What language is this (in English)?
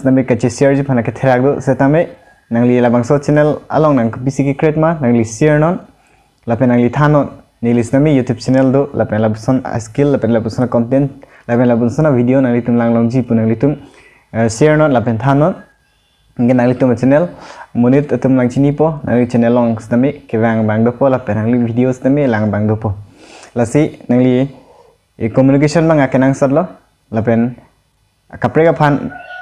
Karbi